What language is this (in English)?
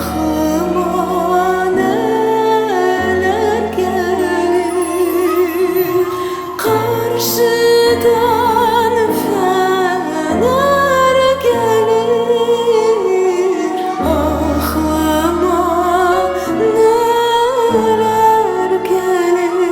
Crimean Tatar